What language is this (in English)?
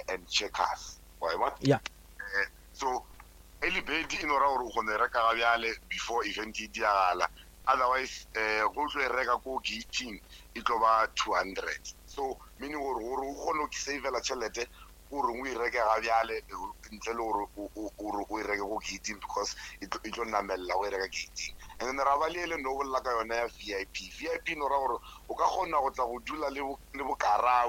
Northern Sotho